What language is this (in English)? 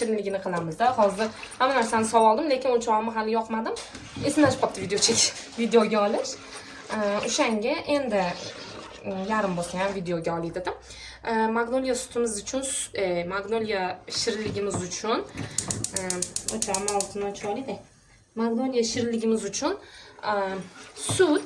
Uzbek